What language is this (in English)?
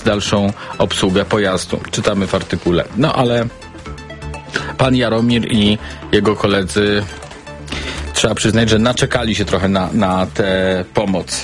Polish